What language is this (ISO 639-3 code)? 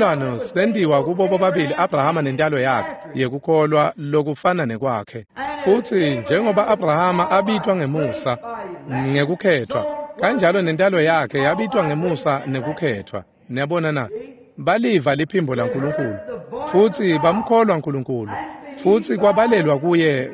ssw